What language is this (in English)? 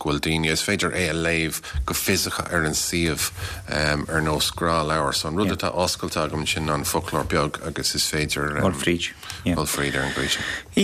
Irish